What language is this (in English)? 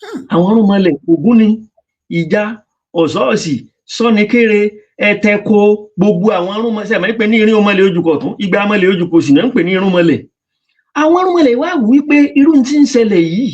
Yoruba